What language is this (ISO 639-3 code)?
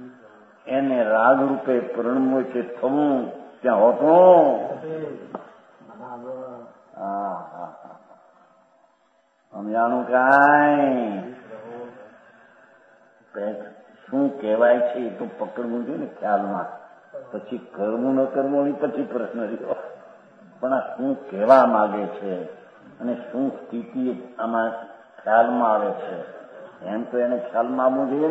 guj